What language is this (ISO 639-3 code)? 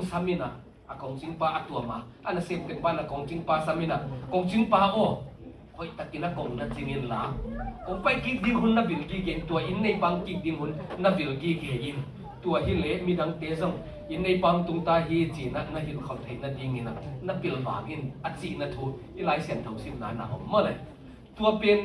ctd